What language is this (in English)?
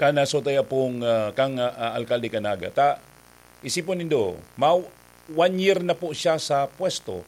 Bikol